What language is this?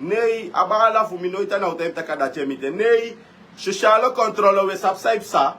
Sranan Tongo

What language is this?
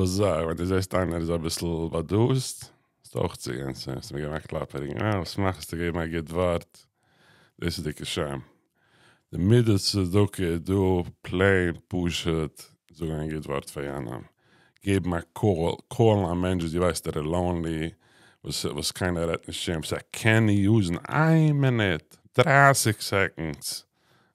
Yiddish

